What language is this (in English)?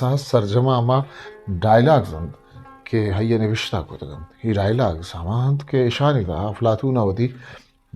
Eastern Balochi